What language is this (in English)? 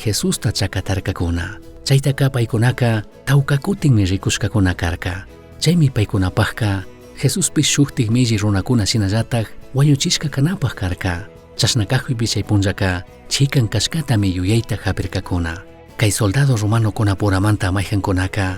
Chimborazo Highland Quichua